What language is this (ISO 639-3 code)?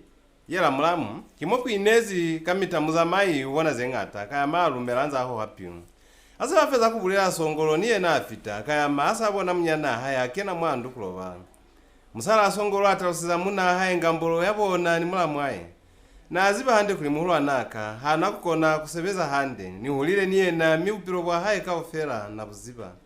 loz